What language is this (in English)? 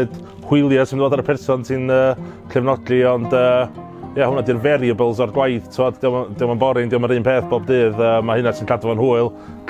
Welsh